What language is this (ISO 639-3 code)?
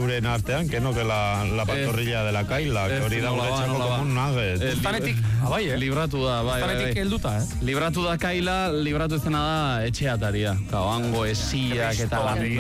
eus